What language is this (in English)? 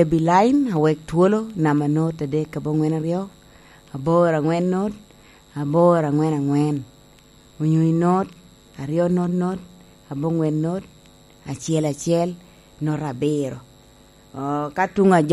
Lango (Uganda)